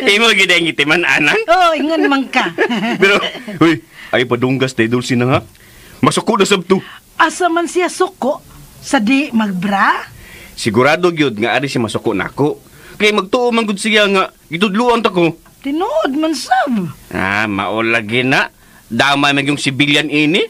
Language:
Cebuano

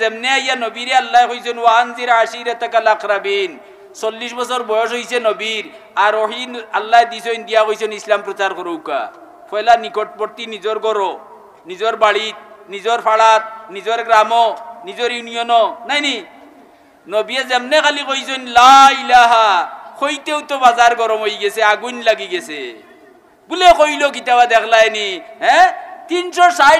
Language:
Sylheti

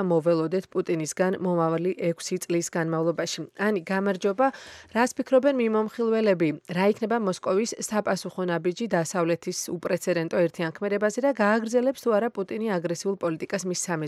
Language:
Georgian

